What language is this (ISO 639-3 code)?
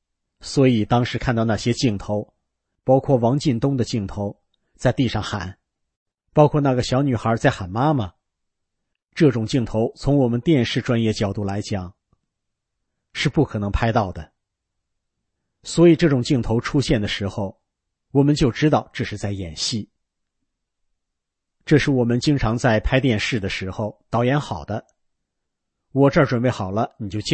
zho